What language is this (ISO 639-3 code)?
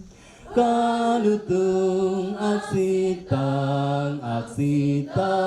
ctd